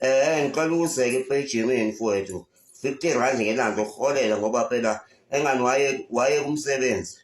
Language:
Zulu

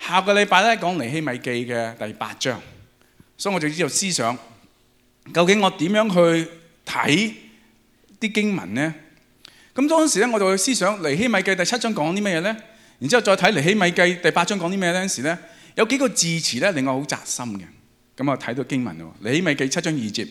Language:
Cantonese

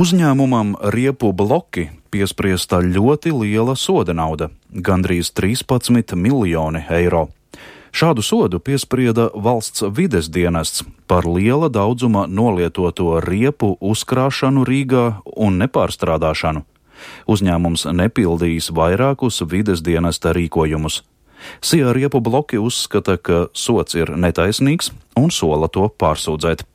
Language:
Latvian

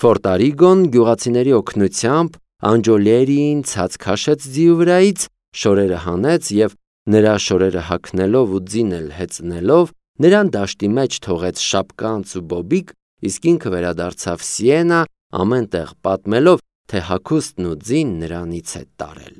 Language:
Armenian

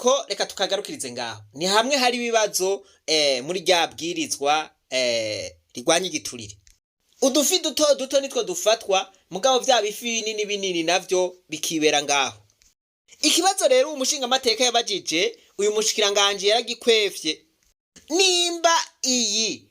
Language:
Rundi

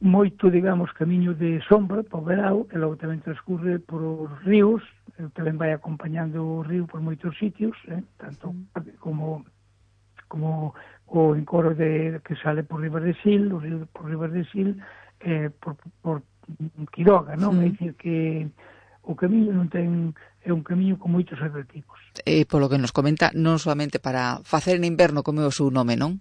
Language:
Galician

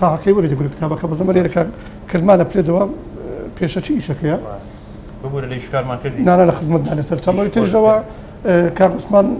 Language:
Central Kurdish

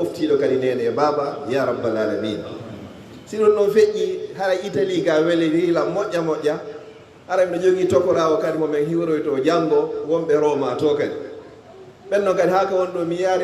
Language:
Fula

